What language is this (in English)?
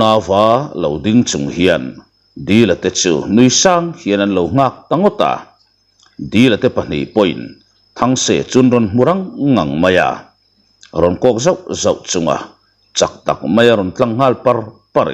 Mizo